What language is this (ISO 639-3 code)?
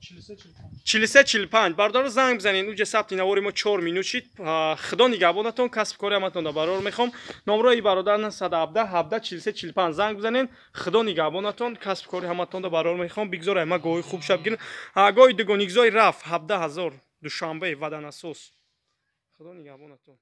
tgk